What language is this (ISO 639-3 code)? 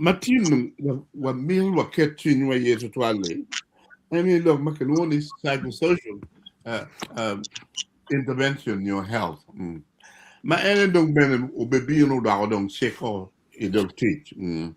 ach